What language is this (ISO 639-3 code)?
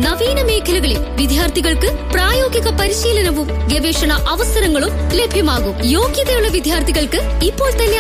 mal